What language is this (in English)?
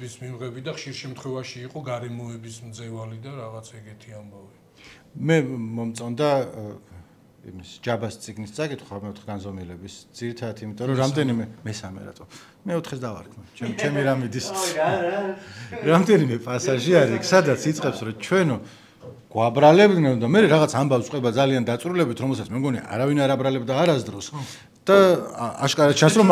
Georgian